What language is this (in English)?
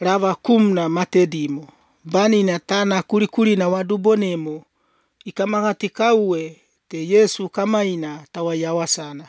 Croatian